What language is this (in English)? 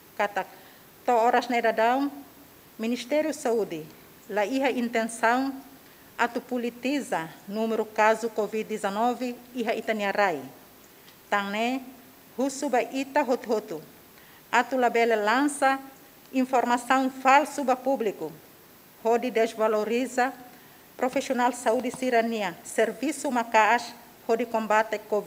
Tetum